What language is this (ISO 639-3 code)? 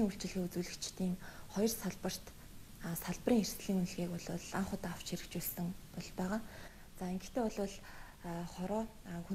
mon